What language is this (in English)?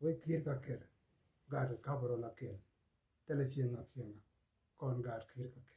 Nuer